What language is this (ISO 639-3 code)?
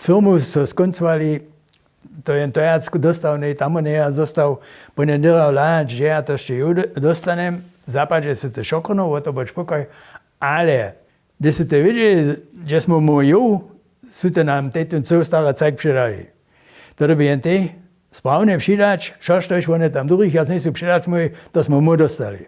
hsb